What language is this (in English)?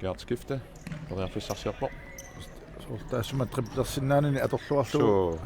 Kalaallisut